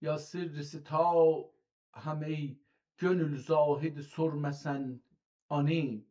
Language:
South Azerbaijani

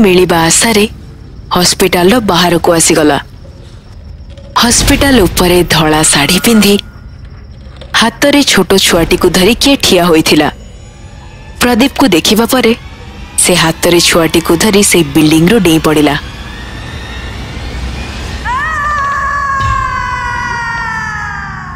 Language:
Odia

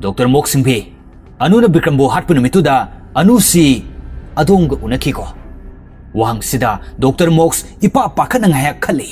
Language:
Manipuri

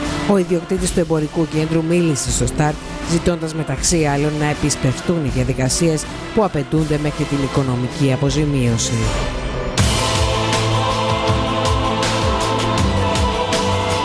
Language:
Greek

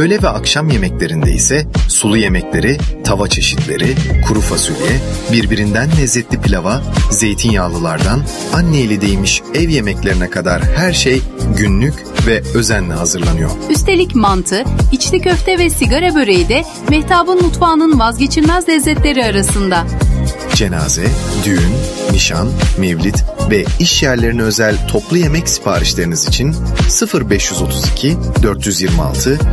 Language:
Turkish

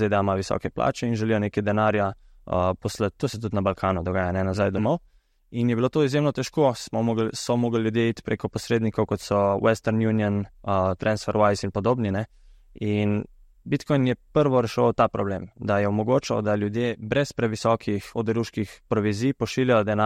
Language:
Slovenian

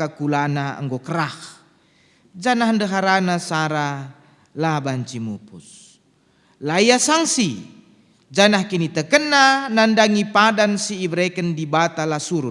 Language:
Batak Karo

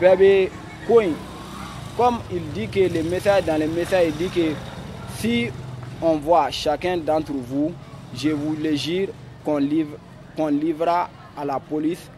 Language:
Bambara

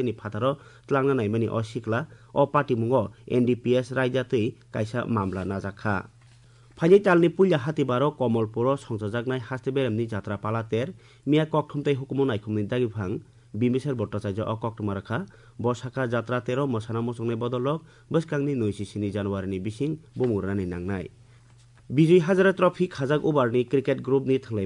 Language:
Kok Borok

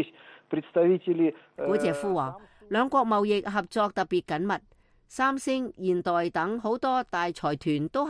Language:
Cantonese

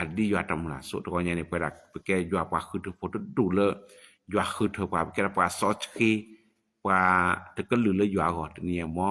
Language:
S'gaw Karen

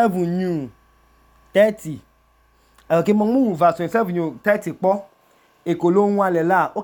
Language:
Idoma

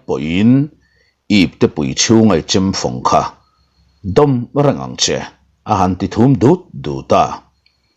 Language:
Mizo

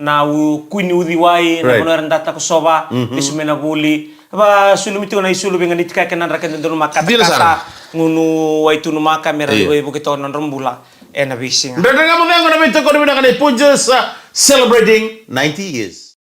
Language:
Fijian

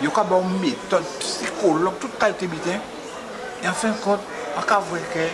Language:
Guadeloupean Creole French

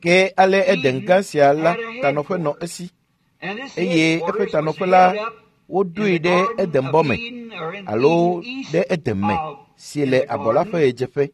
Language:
Ewe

